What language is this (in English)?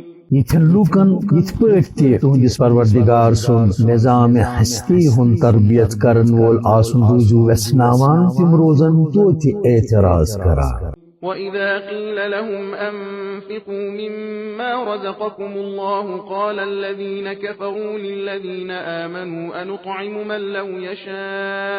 Kashmiri